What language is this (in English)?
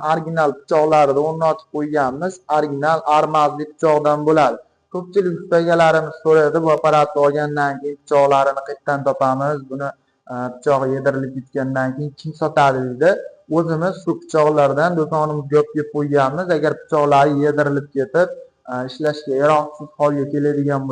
Uzbek